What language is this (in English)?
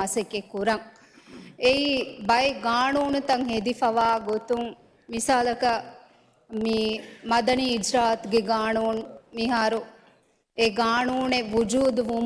Divehi